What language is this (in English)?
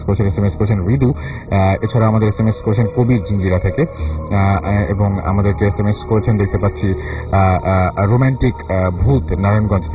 Bangla